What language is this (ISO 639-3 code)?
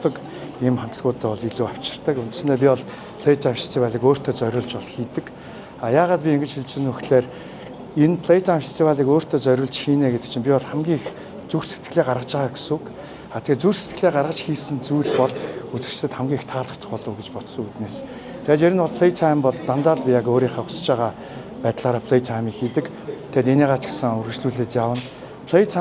mon